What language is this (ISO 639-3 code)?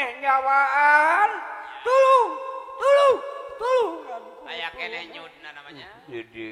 sun